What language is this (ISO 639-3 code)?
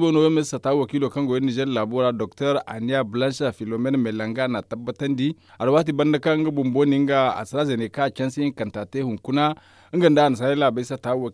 dje